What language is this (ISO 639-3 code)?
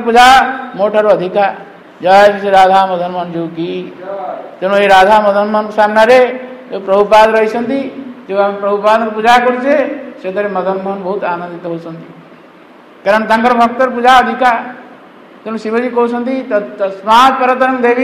ori